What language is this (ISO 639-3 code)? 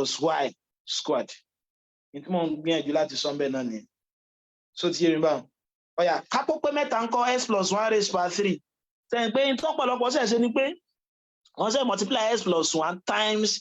yor